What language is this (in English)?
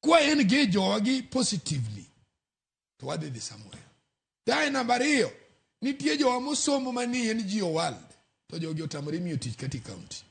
Luo (Kenya and Tanzania)